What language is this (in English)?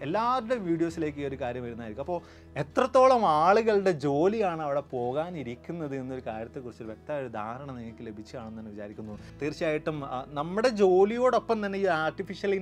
Malayalam